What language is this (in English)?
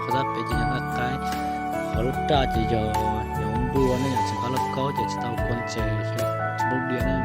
Hmong